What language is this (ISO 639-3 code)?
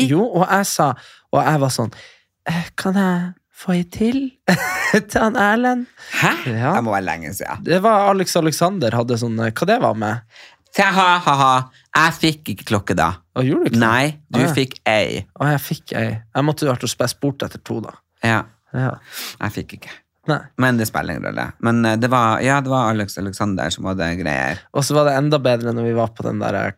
nor